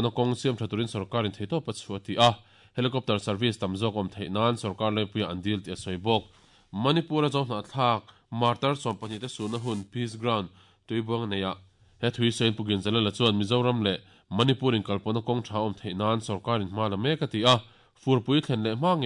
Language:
Mizo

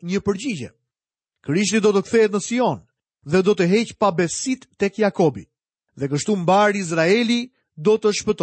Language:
Albanian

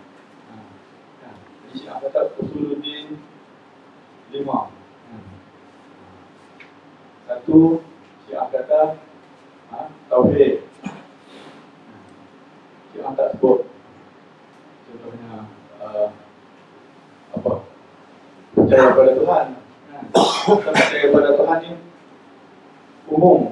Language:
Malay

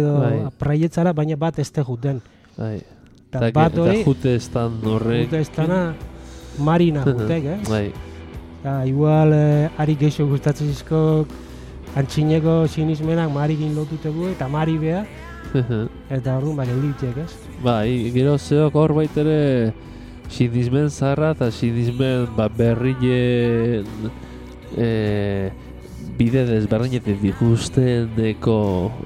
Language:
Basque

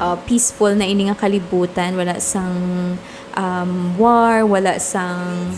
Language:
Hiligaynon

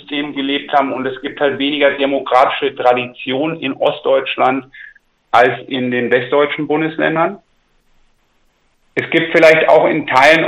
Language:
German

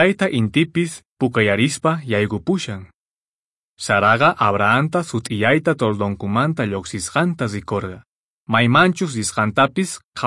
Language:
Quechua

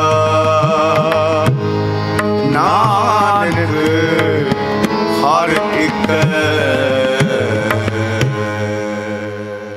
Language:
Punjabi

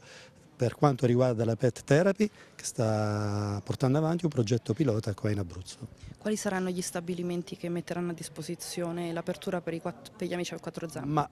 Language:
Italian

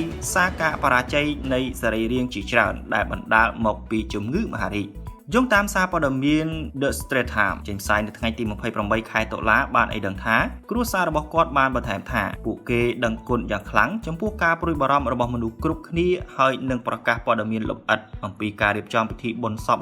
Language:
Khmer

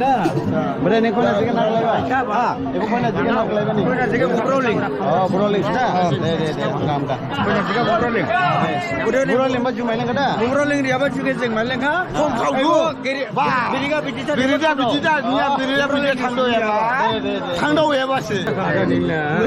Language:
Dimasa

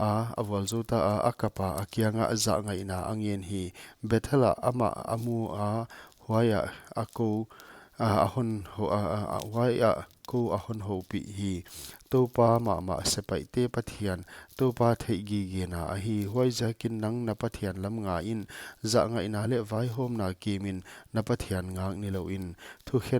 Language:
Paite Chin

